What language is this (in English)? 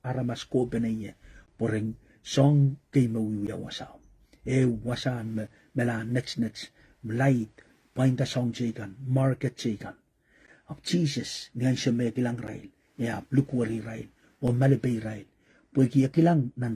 Pohnpeian